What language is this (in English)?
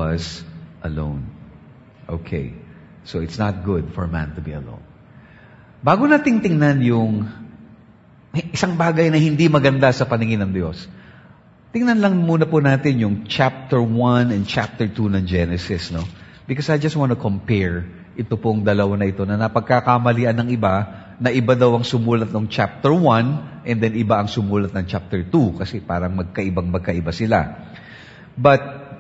Filipino